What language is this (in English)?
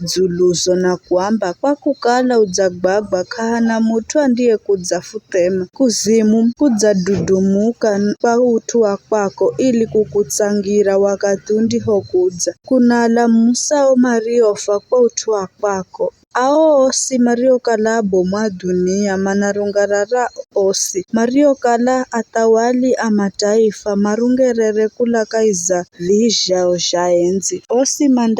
Giryama